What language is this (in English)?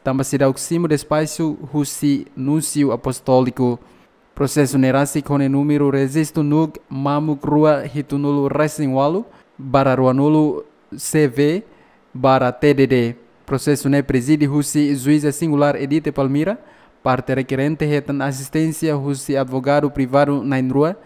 Tetum